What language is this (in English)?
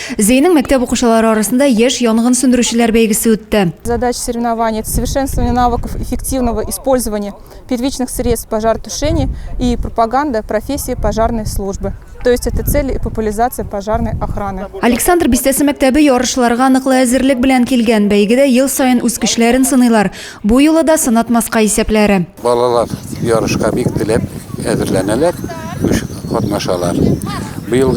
Tatar